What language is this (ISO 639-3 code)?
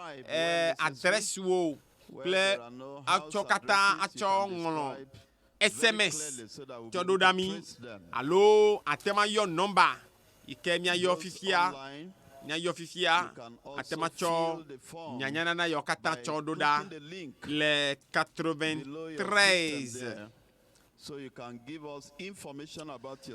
ewe